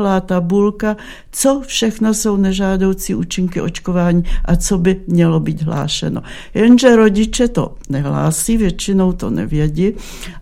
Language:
Czech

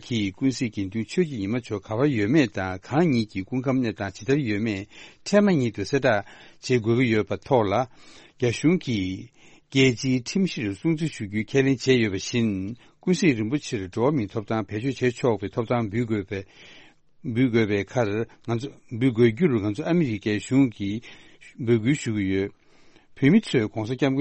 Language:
Tibetan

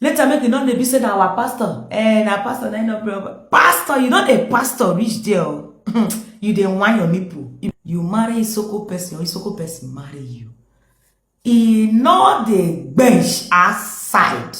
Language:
Nigerian Pidgin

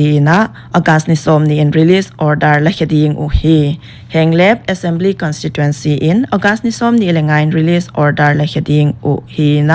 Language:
Paite Chin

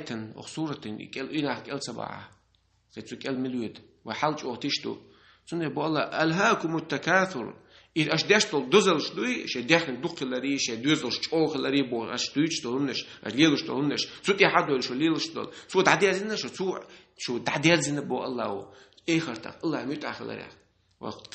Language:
Chechen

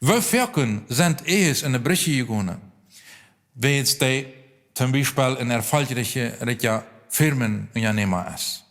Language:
Plautdietsch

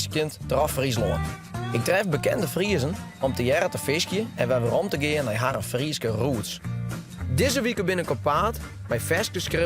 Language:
Western Frisian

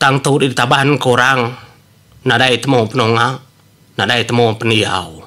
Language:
Iban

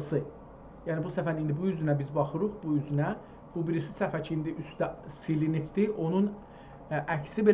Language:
South Azerbaijani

